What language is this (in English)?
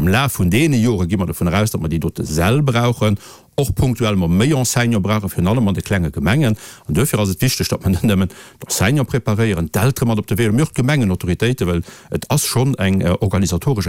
Luxembourgish